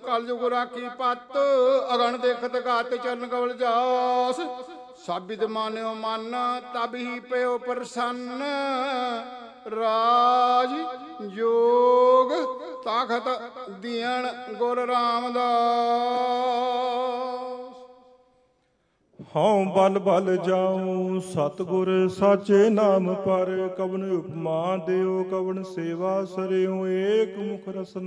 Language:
Punjabi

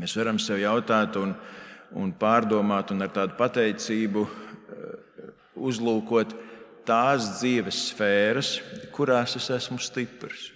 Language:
Latvian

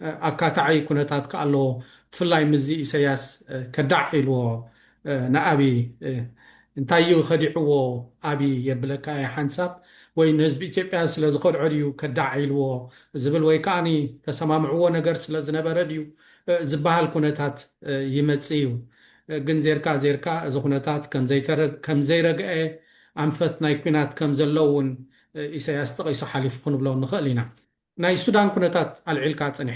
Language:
Tigrinya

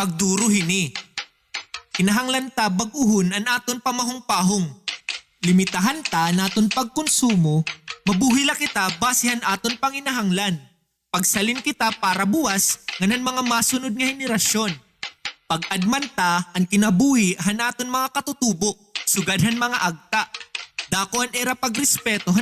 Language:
Waray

